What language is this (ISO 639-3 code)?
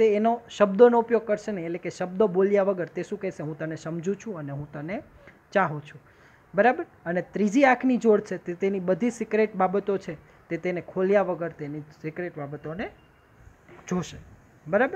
guj